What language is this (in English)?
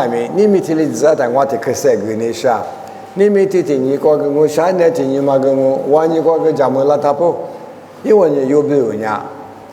Lisu